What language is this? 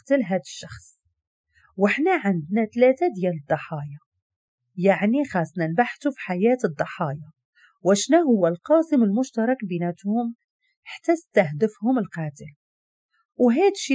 Moroccan Arabic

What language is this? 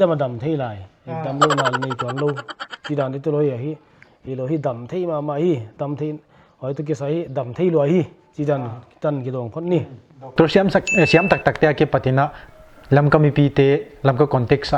Paite Chin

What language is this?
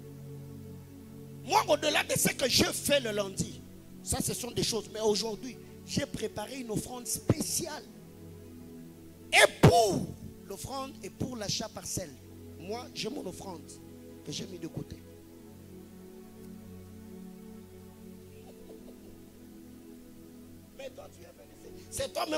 French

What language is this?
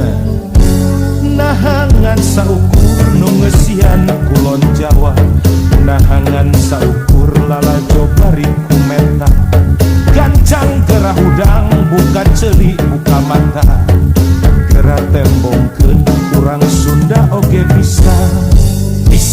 Sundanese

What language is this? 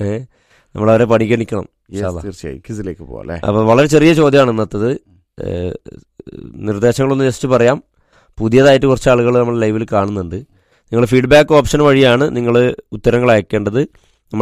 Malayalam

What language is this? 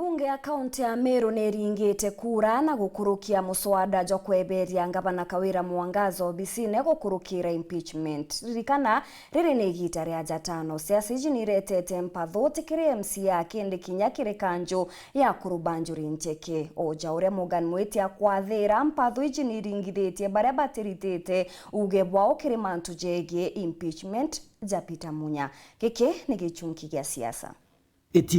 Meru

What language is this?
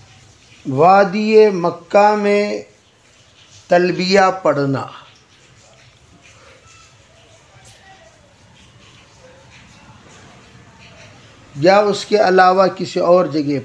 Urdu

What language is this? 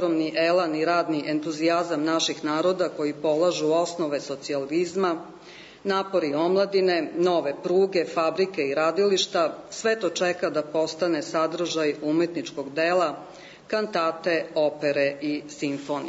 Serbian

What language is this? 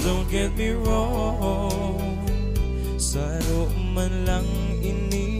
Bikol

